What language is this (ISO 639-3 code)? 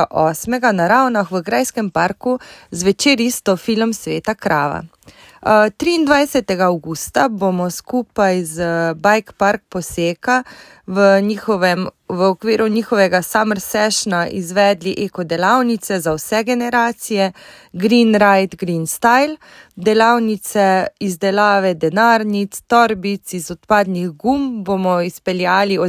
slv